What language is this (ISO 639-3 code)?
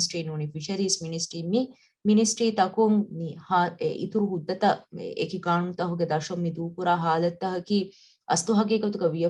div